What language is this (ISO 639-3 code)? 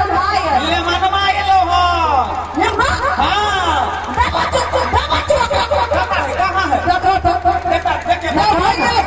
mai